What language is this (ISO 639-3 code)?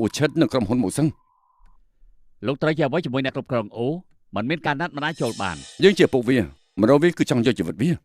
khm